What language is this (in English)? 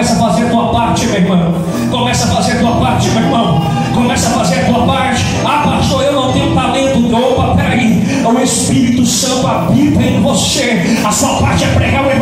Portuguese